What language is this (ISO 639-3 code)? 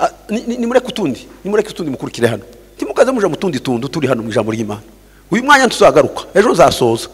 kin